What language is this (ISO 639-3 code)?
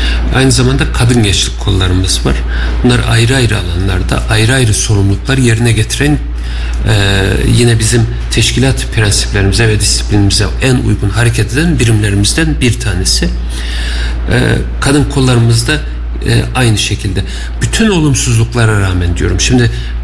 tur